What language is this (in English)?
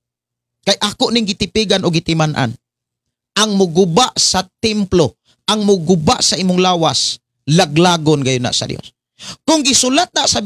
Cebuano